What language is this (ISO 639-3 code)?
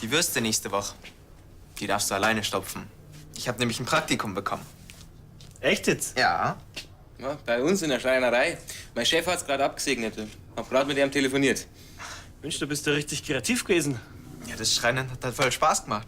bar